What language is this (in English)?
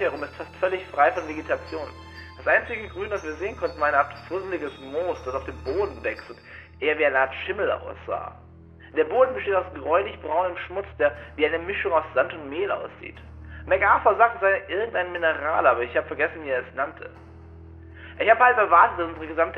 German